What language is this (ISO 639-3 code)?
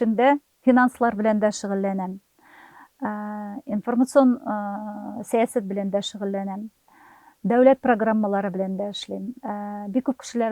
tat